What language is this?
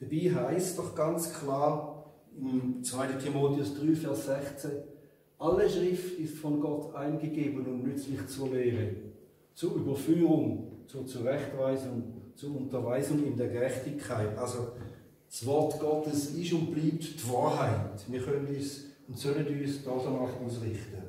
Swiss German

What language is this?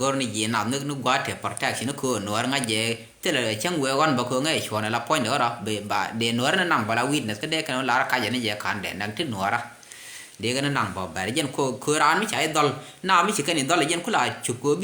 Nuer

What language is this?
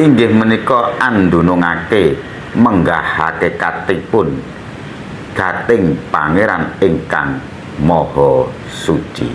Javanese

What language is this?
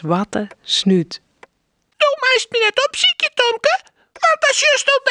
Western Frisian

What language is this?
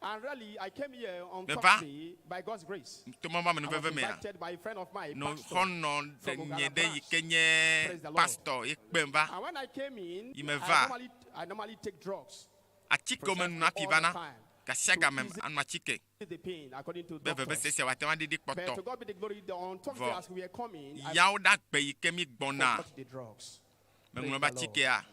Ewe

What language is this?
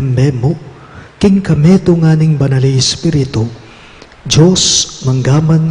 Pampanga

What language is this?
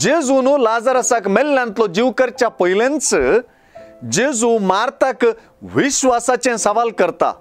Konkani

